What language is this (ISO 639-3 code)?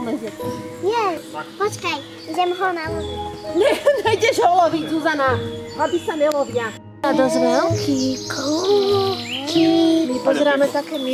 slk